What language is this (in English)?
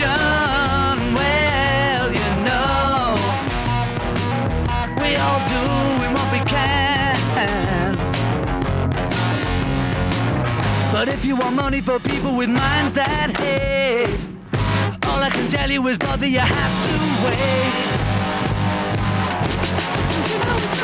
English